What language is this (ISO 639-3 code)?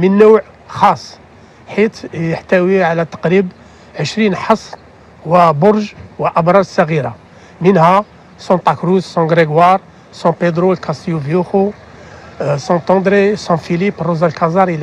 ara